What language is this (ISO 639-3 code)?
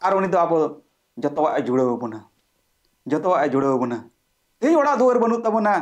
sat